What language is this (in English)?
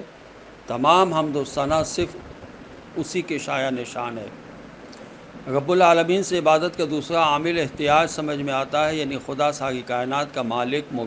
Urdu